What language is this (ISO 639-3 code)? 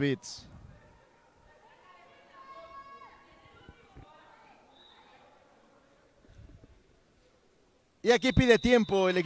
spa